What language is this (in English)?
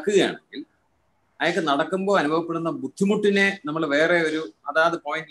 Malayalam